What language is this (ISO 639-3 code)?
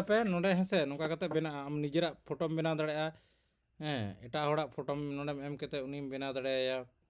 sat